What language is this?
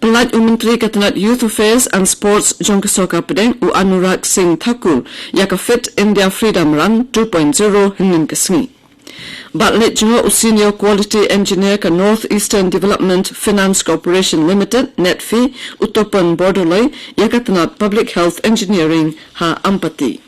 Khasi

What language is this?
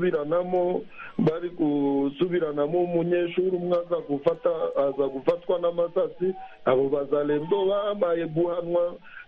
Kinyarwanda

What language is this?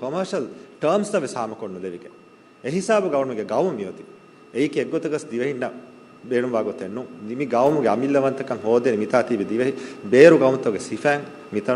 Divehi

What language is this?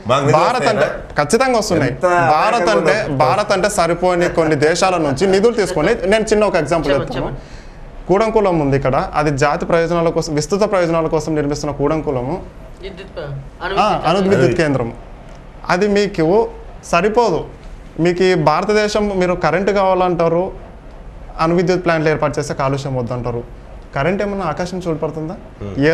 Telugu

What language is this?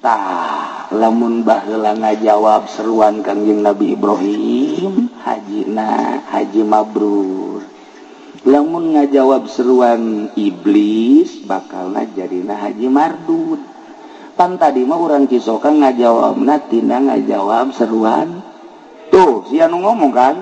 Sundanese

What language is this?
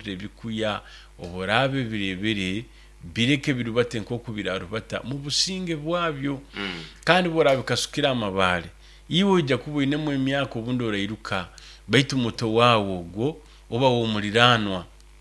Nyoro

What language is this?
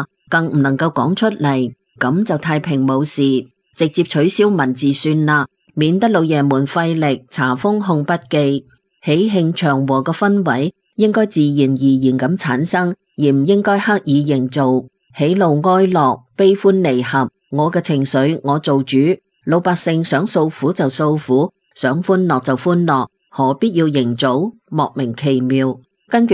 Cantonese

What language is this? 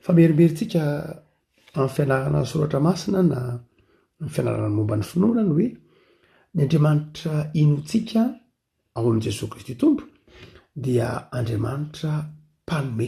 Malagasy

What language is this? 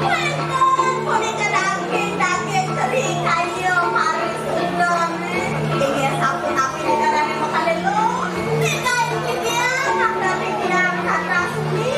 Balinese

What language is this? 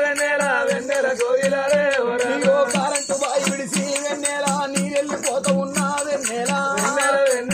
Telugu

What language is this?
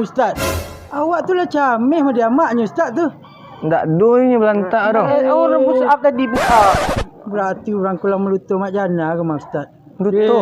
Minangkabau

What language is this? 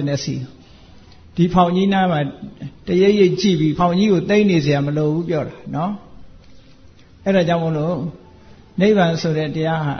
Burmese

